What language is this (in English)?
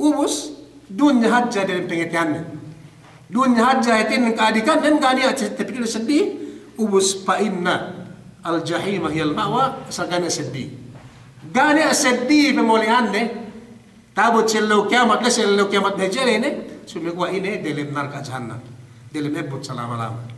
Yakan